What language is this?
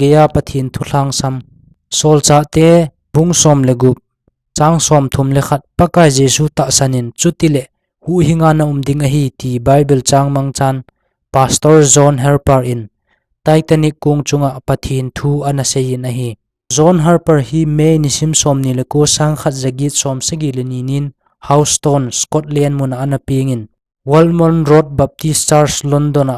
Thado Chin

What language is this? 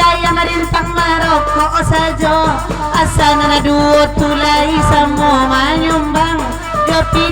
Minangkabau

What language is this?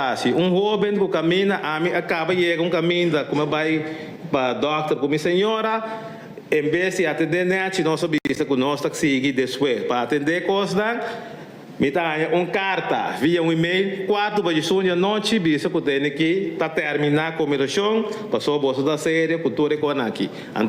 Papiamento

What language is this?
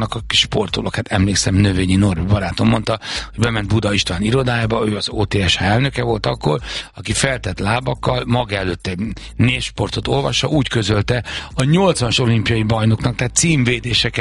Hungarian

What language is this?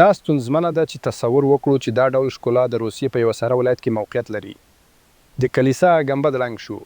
Pashto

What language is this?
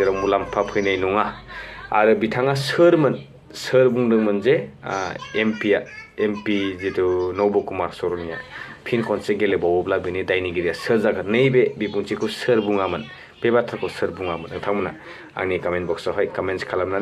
Bodo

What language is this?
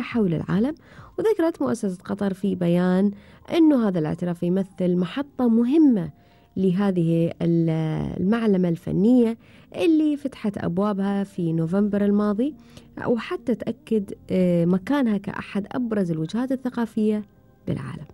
Gulf Arabic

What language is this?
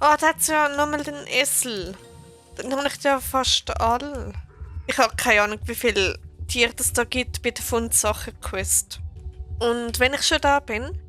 Swiss German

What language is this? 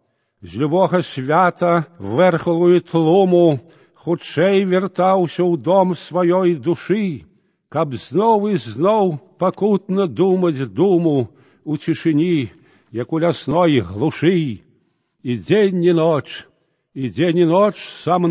Belarusian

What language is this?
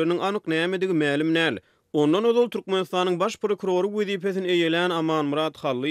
Turkmen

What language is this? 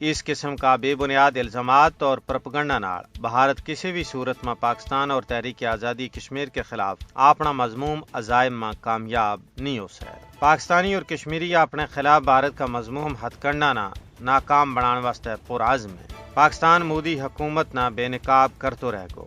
Gujari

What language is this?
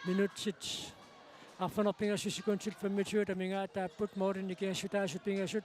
Kalaallisut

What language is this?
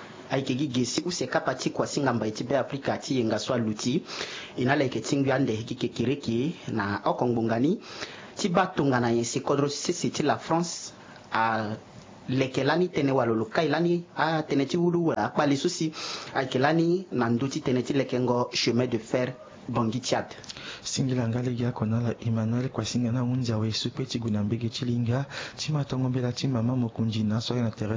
Sango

